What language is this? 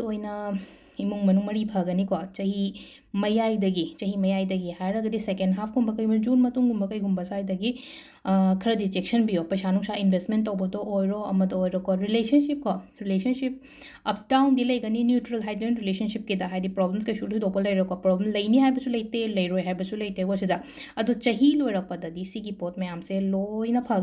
Manipuri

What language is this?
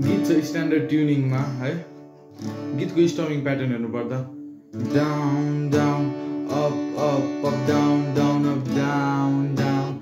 Nepali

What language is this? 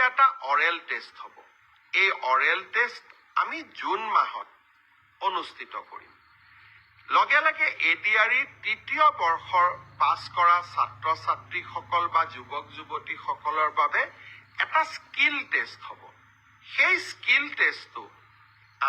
Assamese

